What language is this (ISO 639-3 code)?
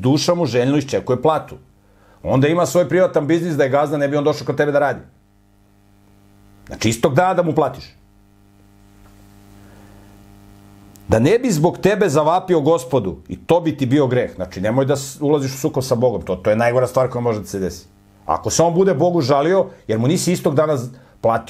srp